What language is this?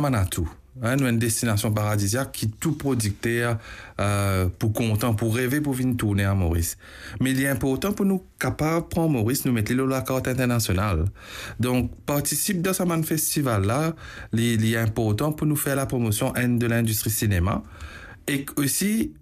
Morisyen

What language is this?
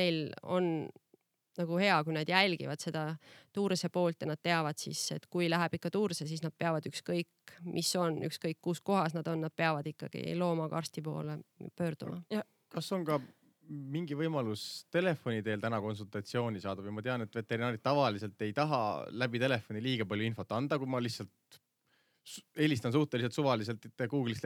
Estonian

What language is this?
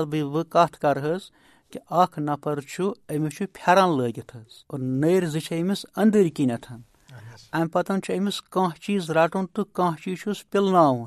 Kashmiri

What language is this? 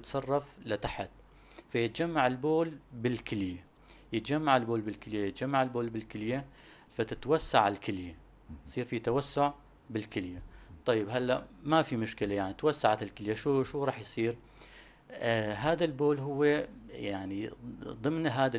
North Levantine Arabic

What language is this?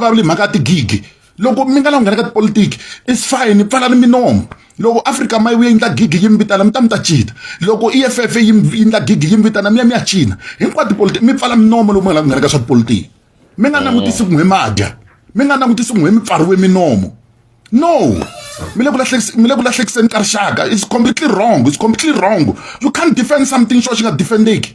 Tsonga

